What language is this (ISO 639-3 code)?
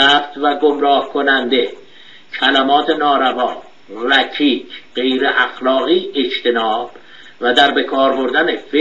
fas